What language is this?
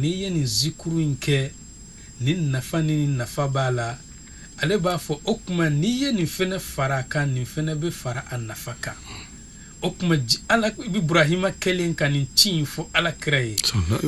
Bambara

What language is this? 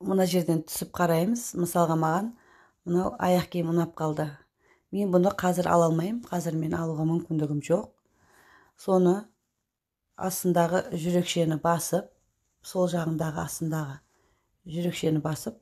Kazakh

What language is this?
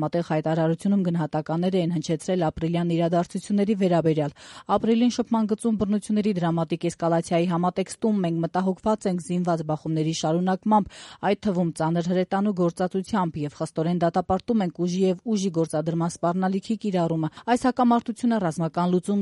Armenian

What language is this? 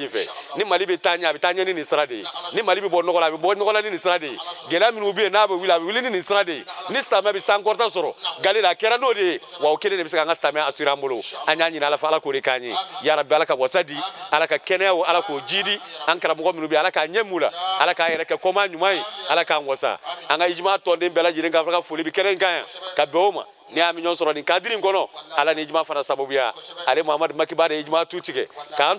Bambara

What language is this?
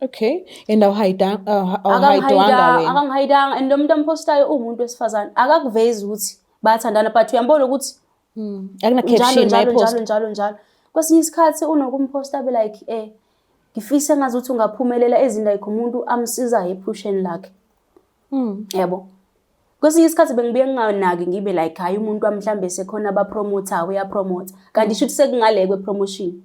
Zulu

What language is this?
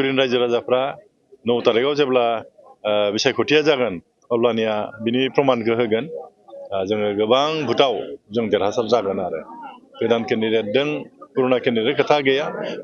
Bodo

